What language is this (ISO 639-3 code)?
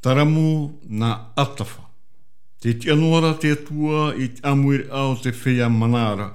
tah